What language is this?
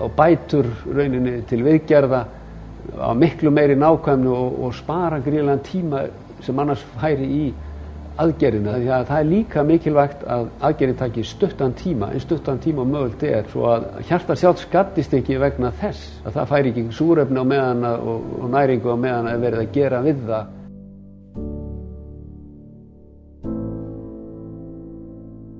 Icelandic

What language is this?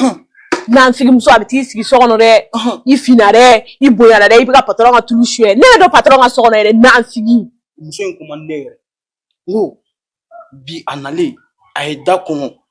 Bambara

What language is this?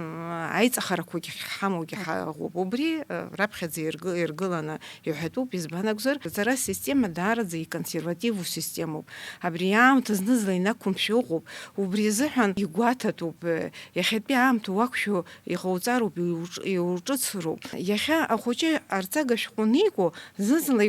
Abkhazian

